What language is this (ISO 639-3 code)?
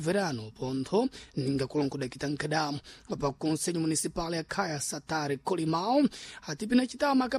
seh